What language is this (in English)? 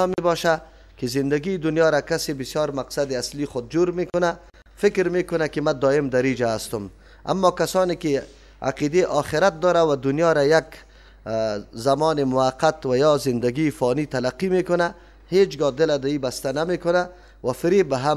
Persian